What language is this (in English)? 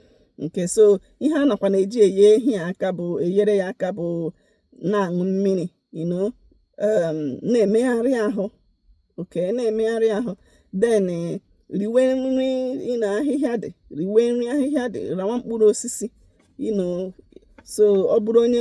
Igbo